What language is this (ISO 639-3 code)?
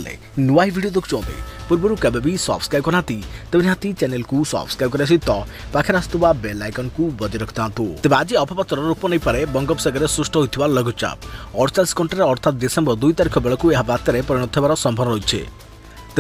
ori